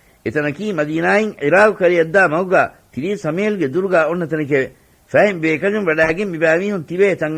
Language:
Divehi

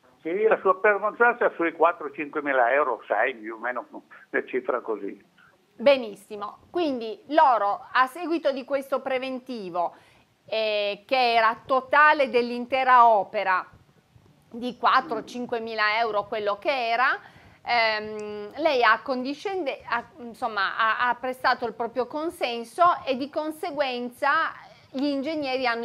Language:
Italian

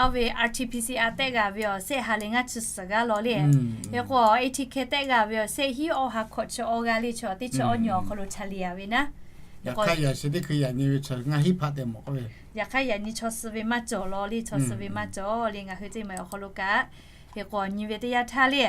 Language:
Lahu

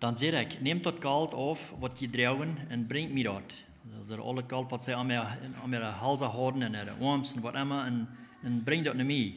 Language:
Plautdietsch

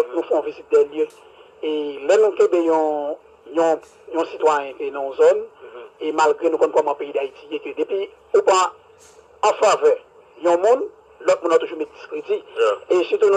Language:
Haitian Creole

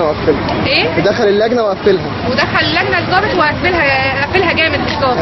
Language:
Egyptian Arabic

